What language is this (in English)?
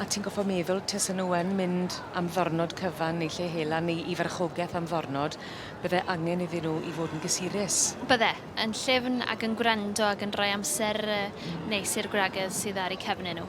Welsh